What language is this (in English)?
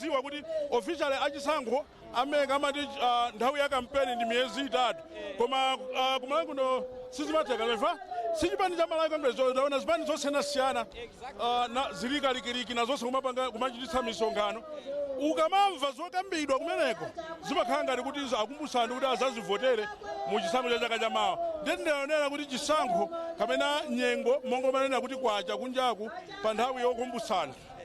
Nyanja